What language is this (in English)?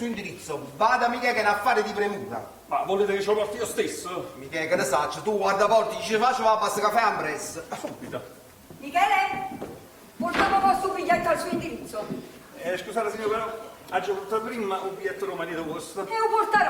Neapolitan